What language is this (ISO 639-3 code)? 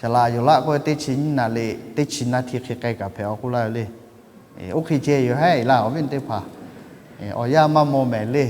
lhu